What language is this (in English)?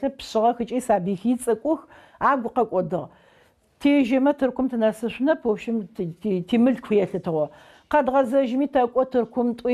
Adyghe